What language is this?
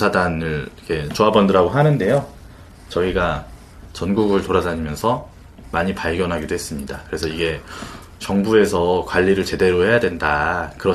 Korean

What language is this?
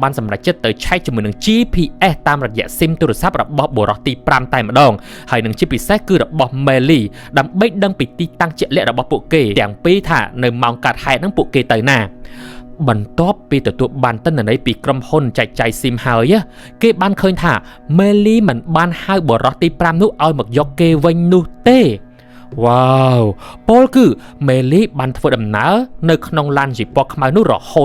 Khmer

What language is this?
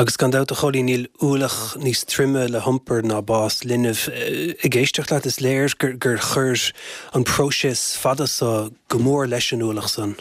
Irish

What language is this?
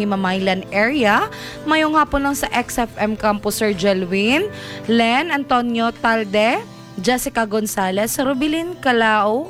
Hiligaynon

